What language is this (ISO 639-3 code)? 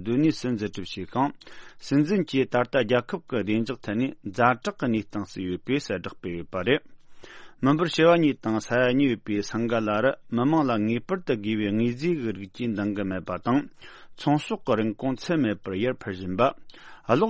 bod